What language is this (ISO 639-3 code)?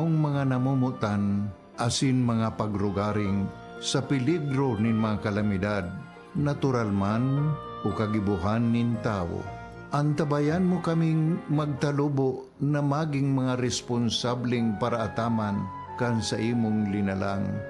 bik